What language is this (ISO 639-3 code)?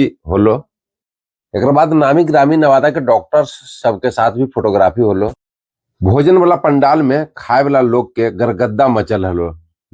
mag